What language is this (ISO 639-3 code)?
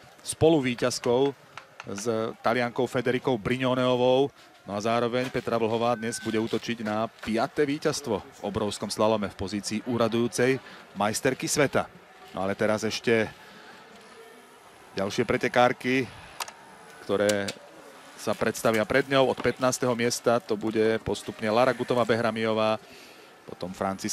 slk